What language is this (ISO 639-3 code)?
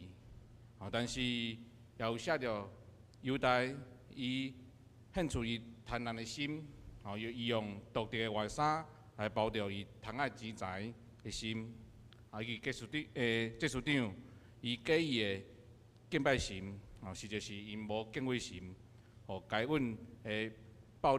nan